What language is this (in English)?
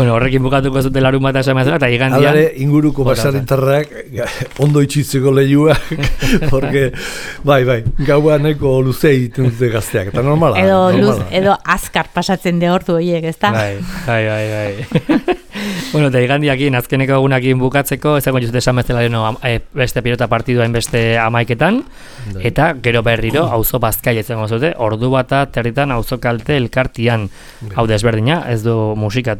Basque